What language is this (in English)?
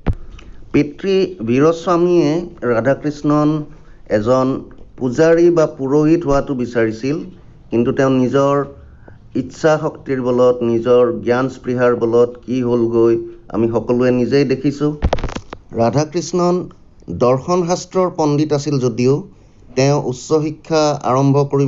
Assamese